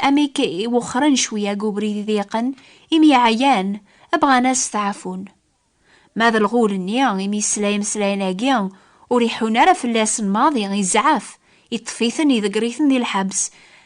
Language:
Kabyle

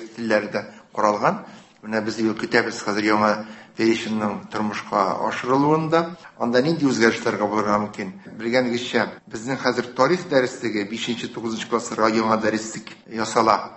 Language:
Tatar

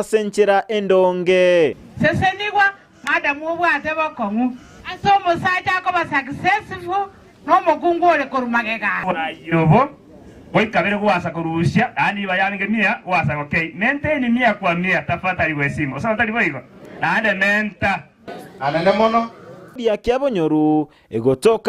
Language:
Gusii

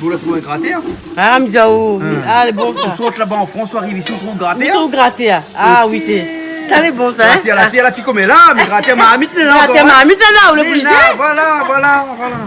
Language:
Réunion Creole French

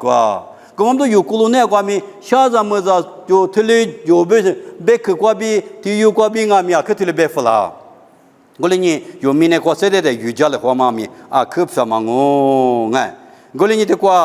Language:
Lisu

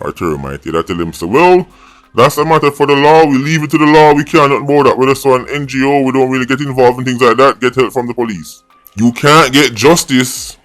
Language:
Jamaican Creole English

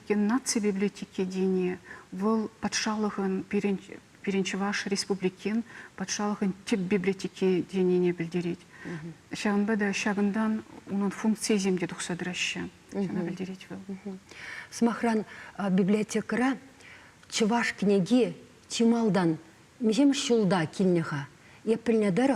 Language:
Chuvash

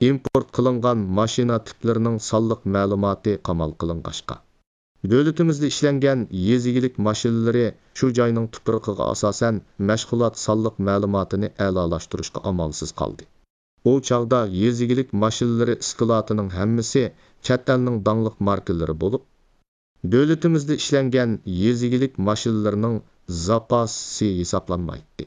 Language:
Uyghur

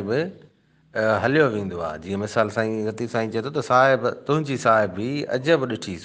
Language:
Sindhi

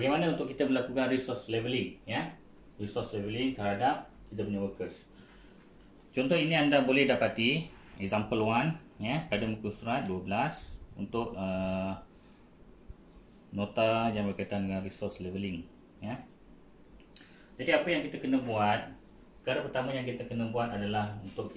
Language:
Malay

